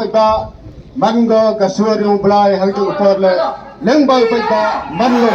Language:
Khasi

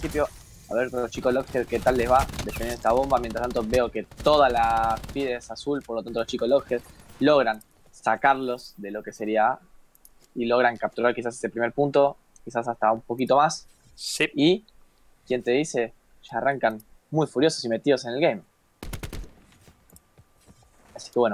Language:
Spanish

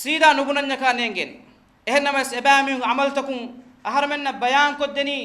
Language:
Divehi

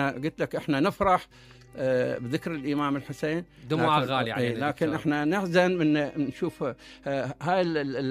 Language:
Mesopotamian Arabic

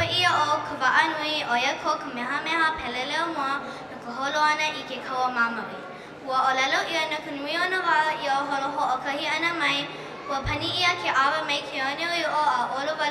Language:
Hawaiian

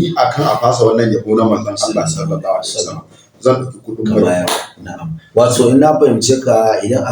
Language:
Hausa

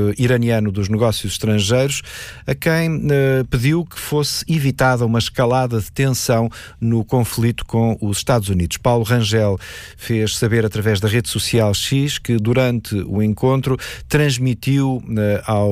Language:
Portuguese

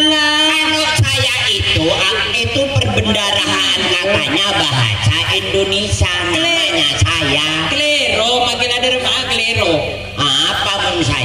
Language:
Madurese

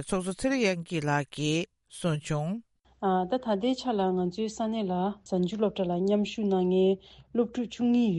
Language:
Tibetan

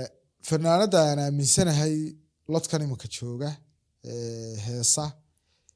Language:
Somali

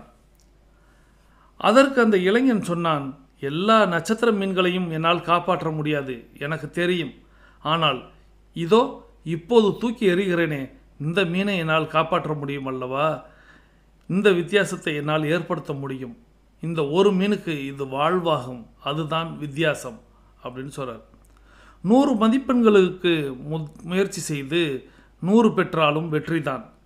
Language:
Tamil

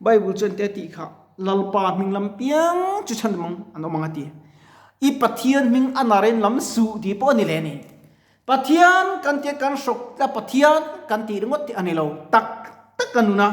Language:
Mizo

